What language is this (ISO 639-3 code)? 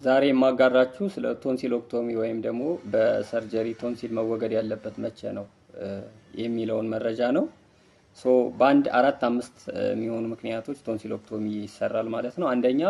amh